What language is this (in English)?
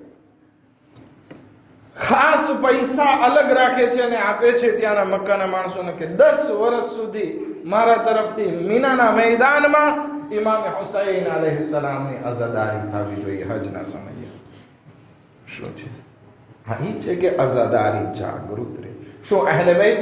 Gujarati